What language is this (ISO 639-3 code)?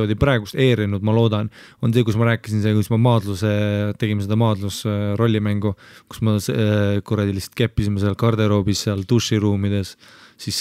est